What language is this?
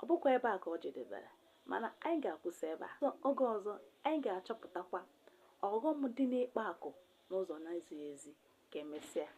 Igbo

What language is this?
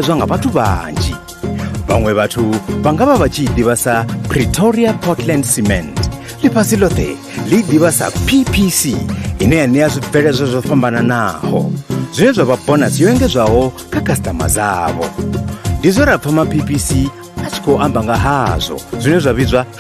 Venda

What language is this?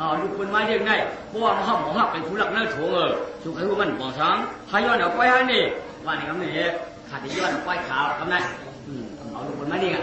Shan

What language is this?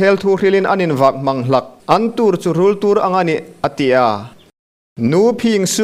Hmar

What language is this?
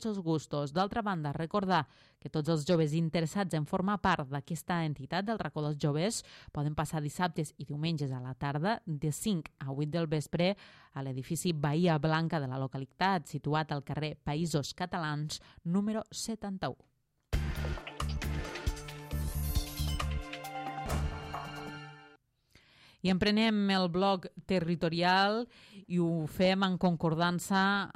Catalan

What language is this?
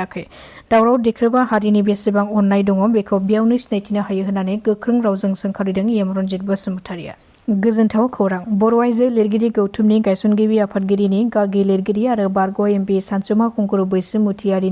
Bodo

